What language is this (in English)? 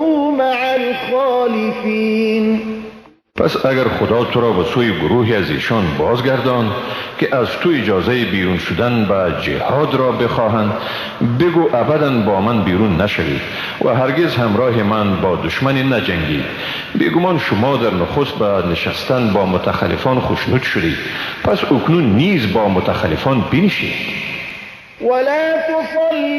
Persian